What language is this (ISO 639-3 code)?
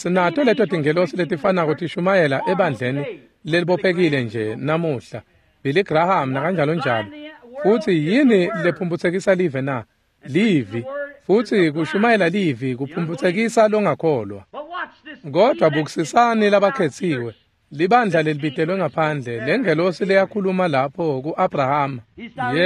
ssw